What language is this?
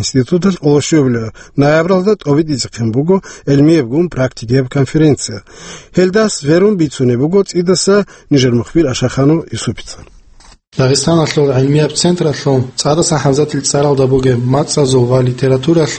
Avaric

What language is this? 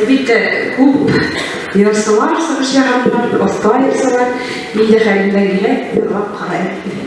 Bashkir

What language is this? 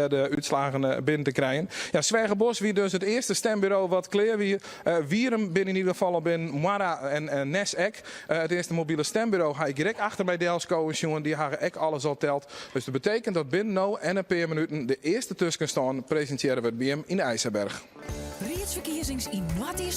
Western Frisian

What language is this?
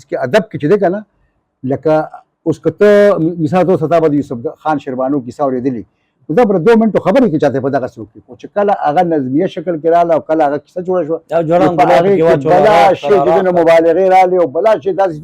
Pashto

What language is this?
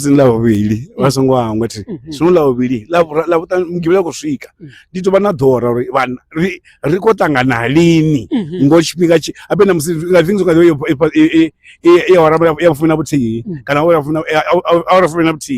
Venda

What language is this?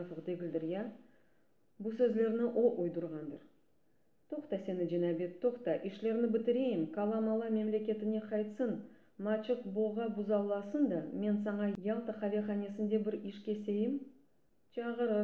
Crimean Tatar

